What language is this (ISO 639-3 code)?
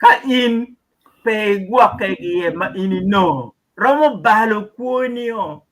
ach